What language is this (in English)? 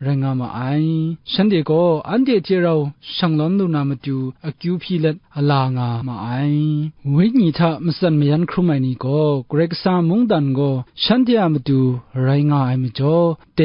Kachin